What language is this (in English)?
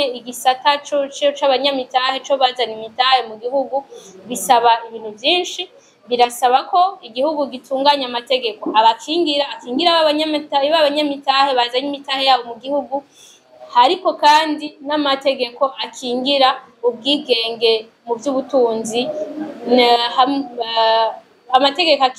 Rundi